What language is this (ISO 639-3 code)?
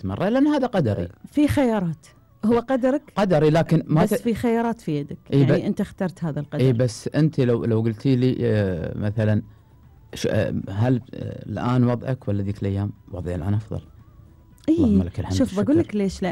afb